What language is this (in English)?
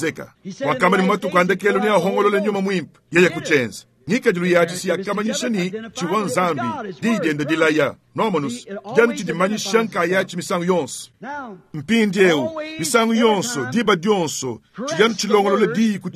Luba-Lulua